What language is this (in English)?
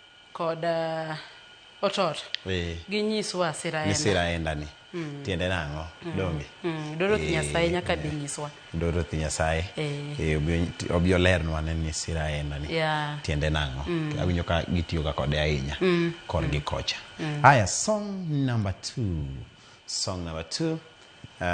Luo (Kenya and Tanzania)